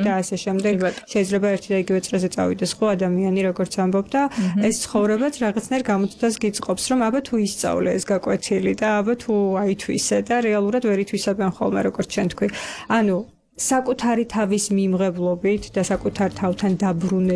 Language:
Georgian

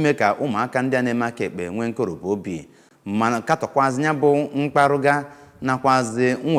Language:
Igbo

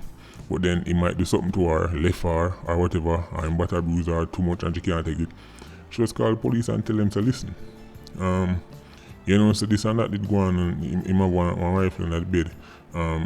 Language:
Jamaican Creole English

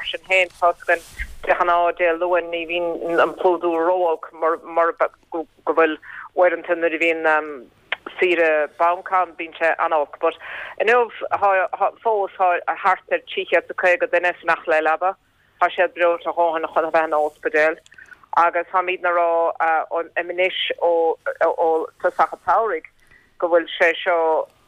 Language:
Irish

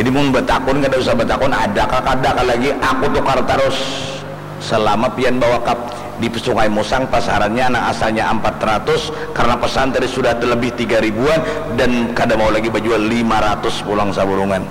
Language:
Banjar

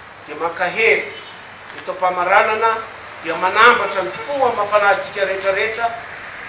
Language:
Malagasy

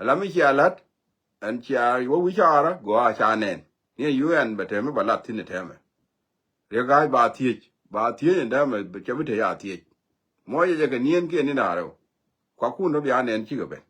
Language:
Nuer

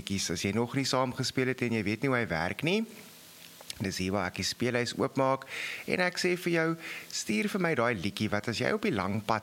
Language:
Afrikaans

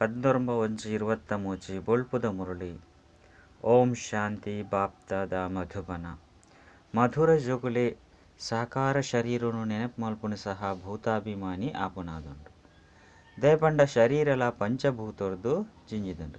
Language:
Tulu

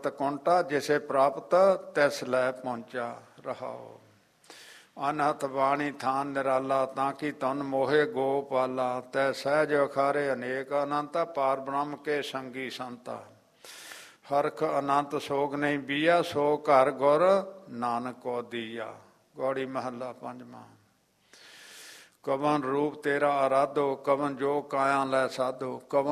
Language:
Punjabi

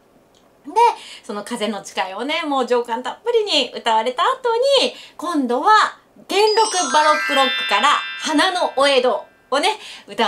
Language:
Japanese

